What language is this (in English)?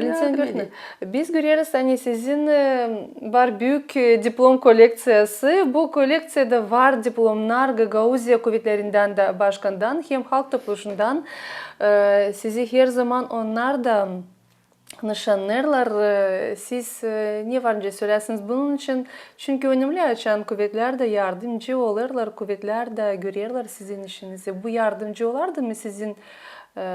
Gagauz